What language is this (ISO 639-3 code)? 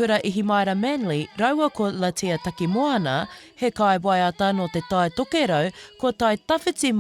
mri